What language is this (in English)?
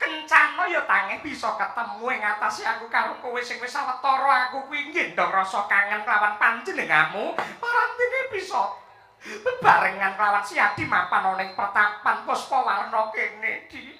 Javanese